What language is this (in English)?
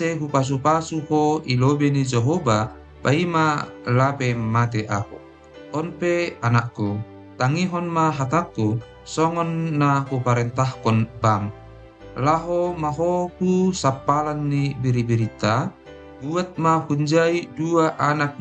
Batak Simalungun